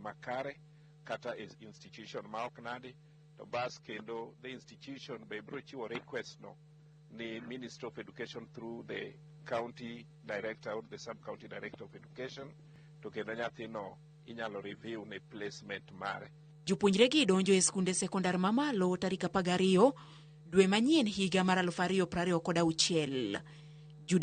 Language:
Luo (Kenya and Tanzania)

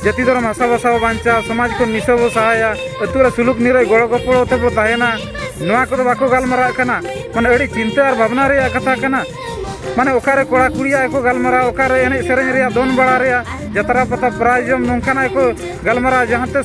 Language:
Santali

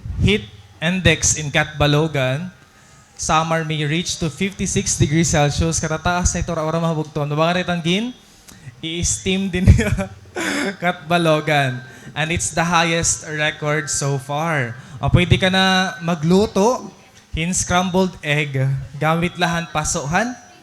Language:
Waray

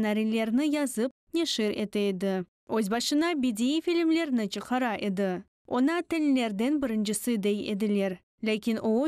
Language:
Crimean Tatar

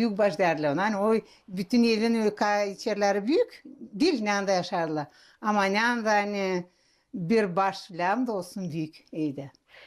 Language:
Gagauz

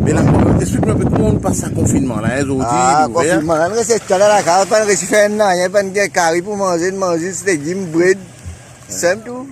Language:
Morisyen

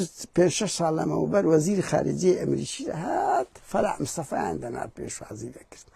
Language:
Central Kurdish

